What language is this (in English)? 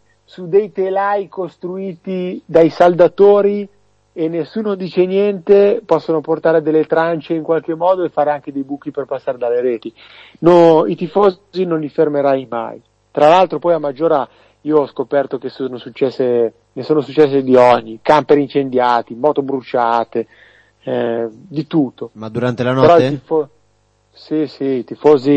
Italian